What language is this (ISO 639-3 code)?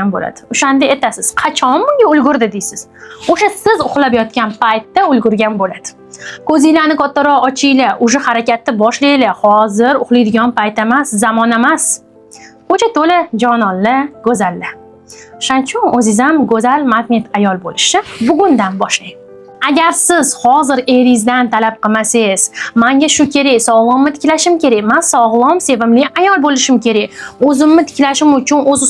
uzb